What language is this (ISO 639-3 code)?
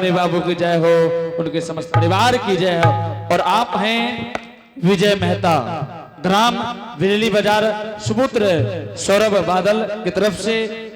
anp